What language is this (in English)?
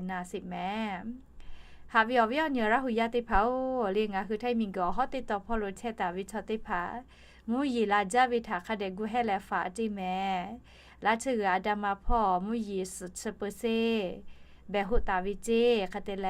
Lahu